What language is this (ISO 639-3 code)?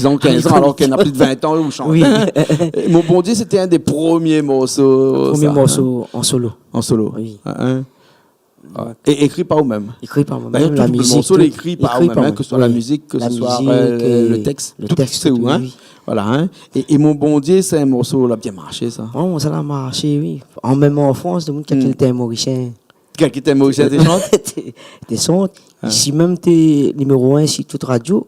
rcf